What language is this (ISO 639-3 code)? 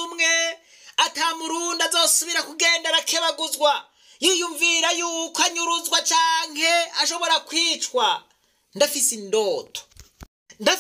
run